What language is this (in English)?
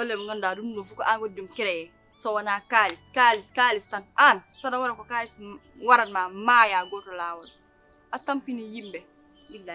Fula